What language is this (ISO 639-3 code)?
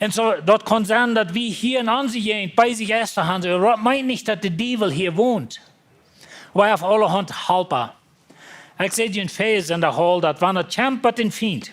pdt